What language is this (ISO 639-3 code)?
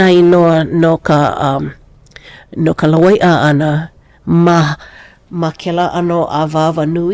haw